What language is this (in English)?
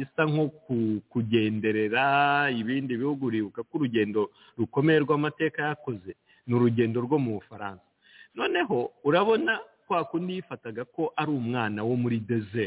Kinyarwanda